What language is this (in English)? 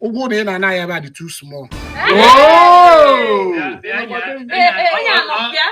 Igbo